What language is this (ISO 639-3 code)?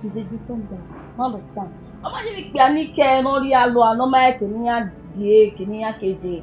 bin